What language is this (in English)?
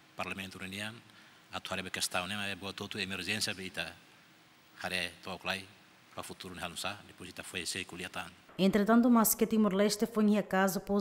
Tetum